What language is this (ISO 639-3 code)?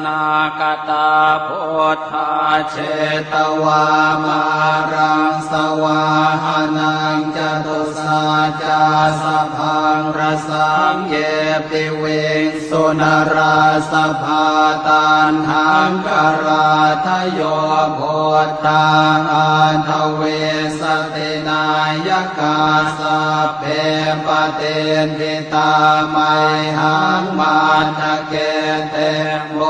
pli